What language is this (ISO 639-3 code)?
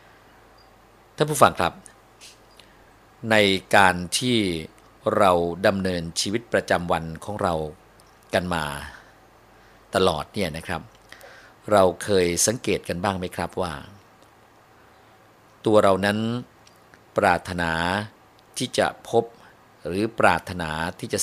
tha